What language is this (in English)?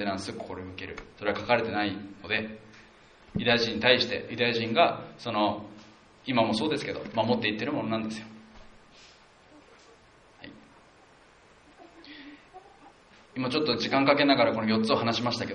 Japanese